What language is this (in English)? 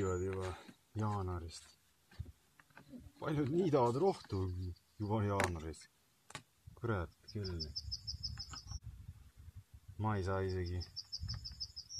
Estonian